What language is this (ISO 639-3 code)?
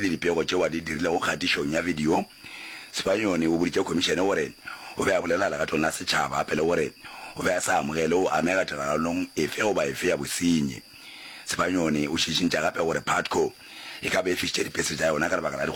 nso